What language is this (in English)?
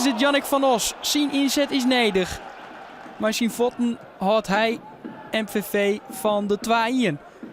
Western Frisian